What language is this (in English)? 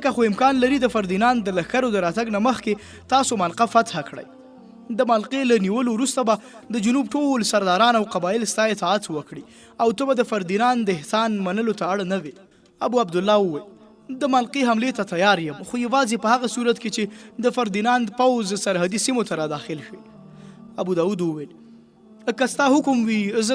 Pashto